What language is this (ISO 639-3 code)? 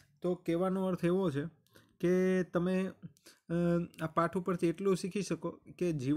guj